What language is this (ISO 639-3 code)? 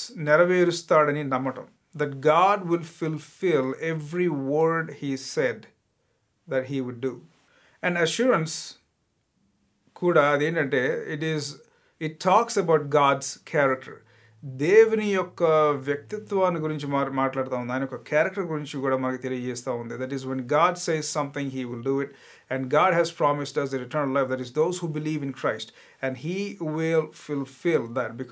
tel